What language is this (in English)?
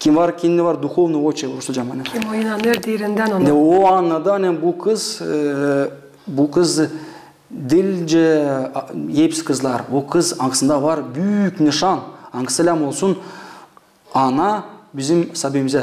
Gagauz